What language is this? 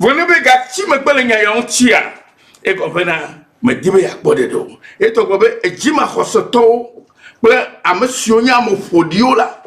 Ewe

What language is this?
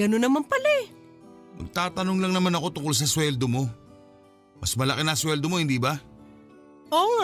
Filipino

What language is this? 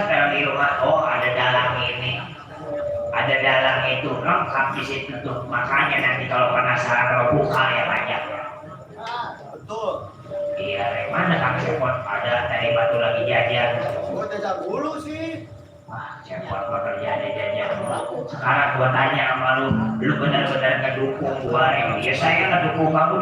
Betawi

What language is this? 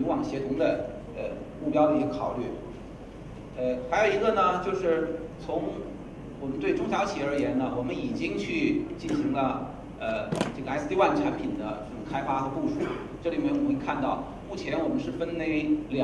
Chinese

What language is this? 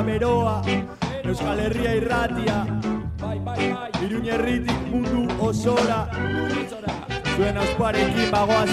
Basque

